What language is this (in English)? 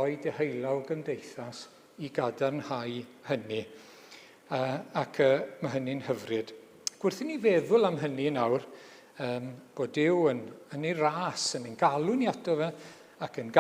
Welsh